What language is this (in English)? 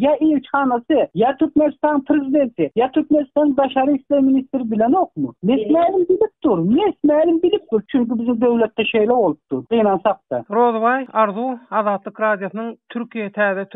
Turkmen